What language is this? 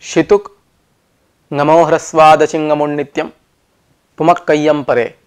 Sanskrit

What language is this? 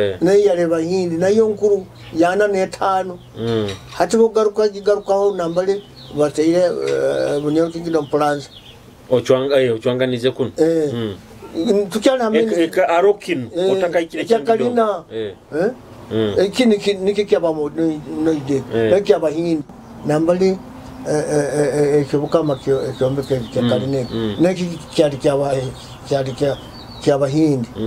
Nyoro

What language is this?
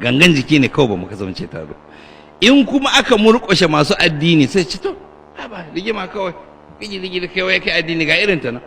Hausa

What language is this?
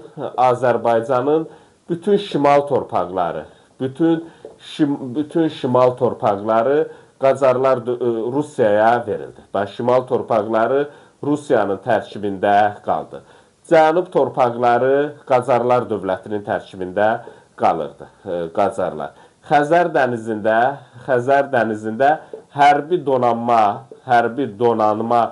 Azerbaijani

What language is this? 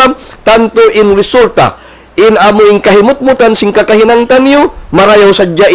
Tausug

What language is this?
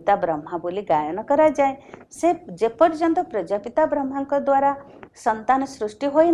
Odia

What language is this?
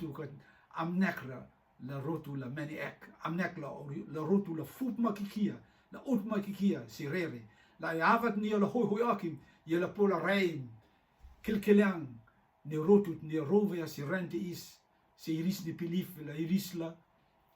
Rotuman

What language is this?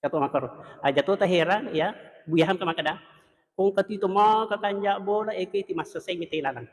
Buginese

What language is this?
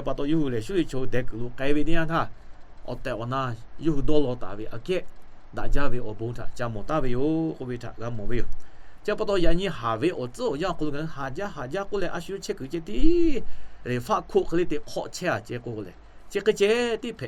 Lahu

